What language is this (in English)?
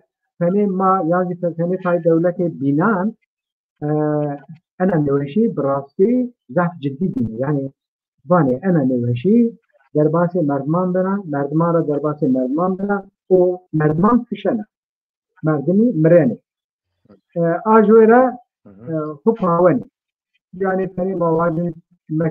Zaza